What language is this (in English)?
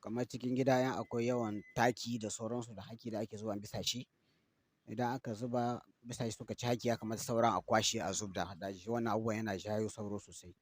Hausa